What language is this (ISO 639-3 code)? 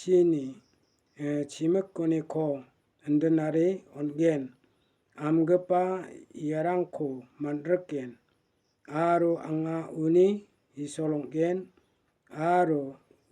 grt